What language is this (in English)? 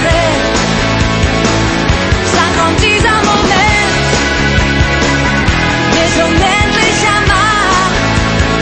German